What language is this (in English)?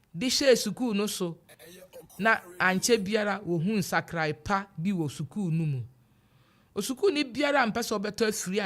Akan